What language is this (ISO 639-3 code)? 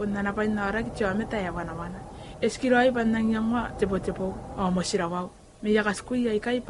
gil